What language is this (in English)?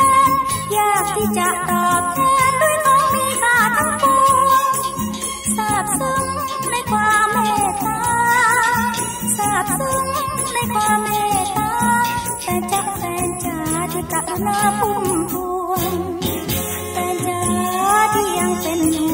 Thai